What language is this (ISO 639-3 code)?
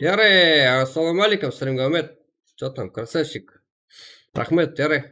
kaa